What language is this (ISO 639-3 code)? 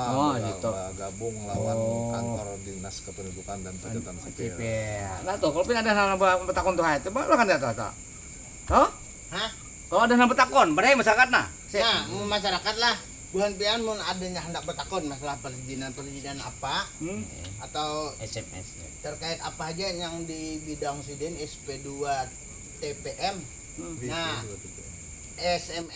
bjn